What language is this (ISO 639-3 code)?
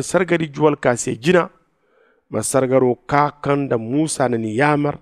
dje